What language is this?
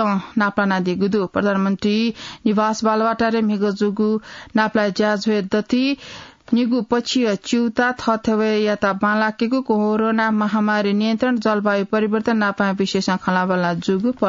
Newari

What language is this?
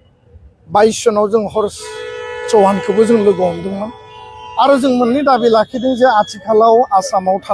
Bodo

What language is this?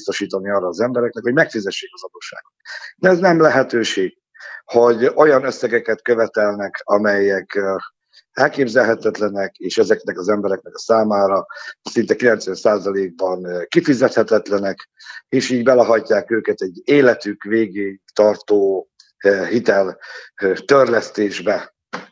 Hungarian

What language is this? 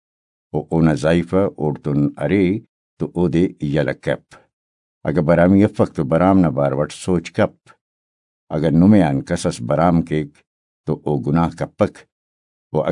Brahui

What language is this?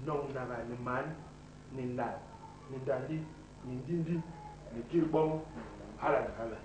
Basaa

